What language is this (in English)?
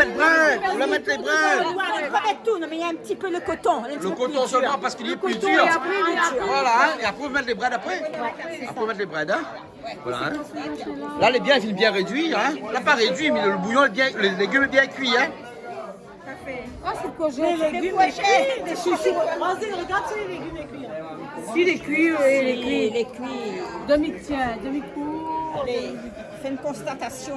Réunion Creole French